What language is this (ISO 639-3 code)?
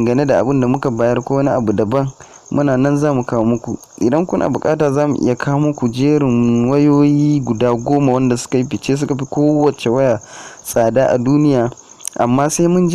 hau